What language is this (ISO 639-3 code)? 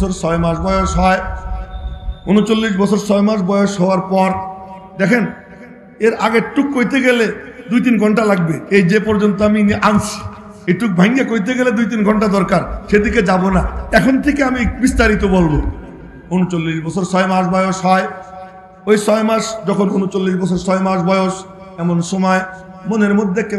ben